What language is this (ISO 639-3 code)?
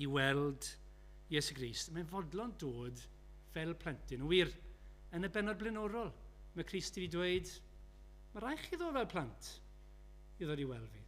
cym